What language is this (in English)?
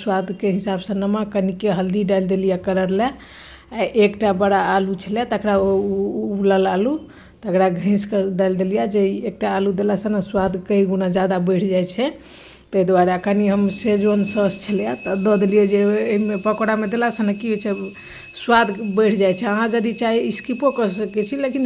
Maithili